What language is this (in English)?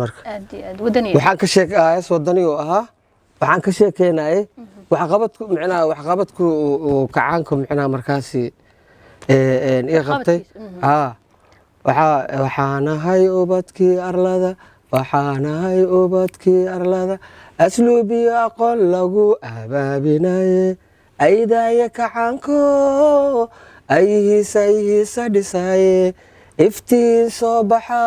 Somali